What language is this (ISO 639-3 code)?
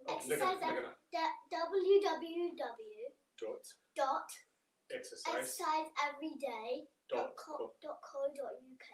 tir